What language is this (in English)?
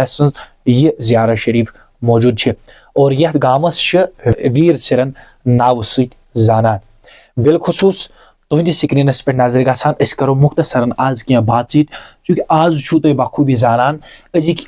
Kashmiri